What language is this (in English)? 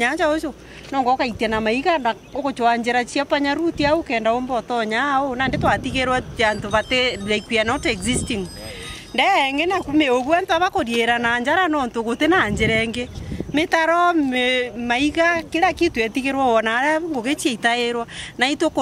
Meru